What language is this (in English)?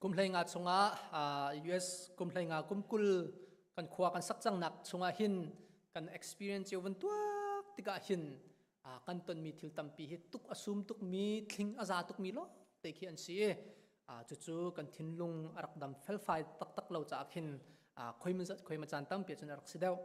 Hakha Chin